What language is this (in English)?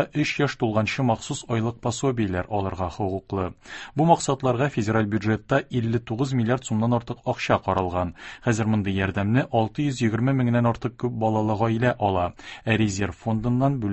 Tatar